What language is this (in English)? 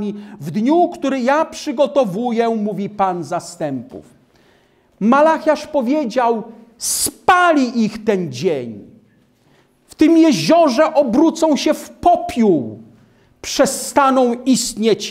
Polish